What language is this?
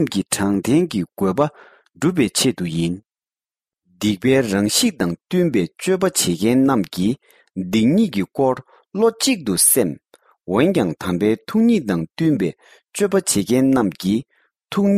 Tibetan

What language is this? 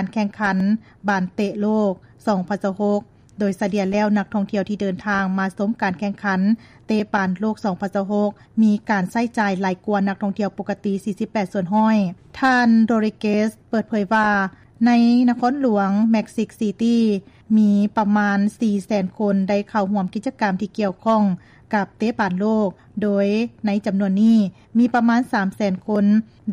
Lao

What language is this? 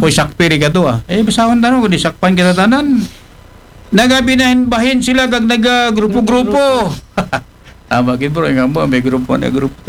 Aklanon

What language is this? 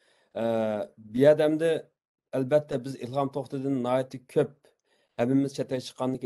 Uyghur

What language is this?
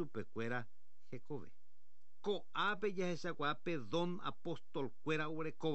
Guarani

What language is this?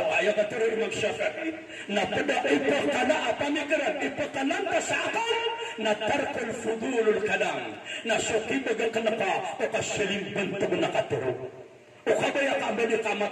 Maranao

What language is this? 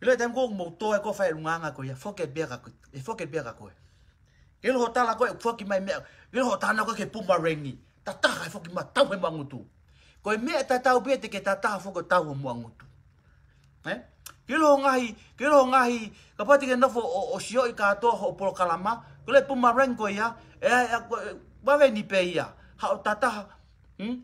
Tongan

